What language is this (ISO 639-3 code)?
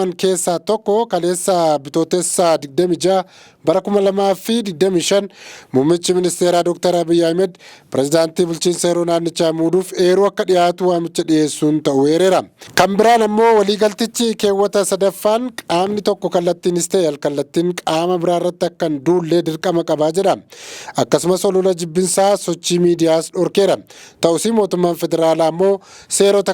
orm